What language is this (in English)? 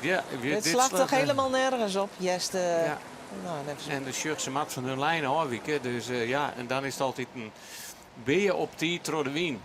Western Frisian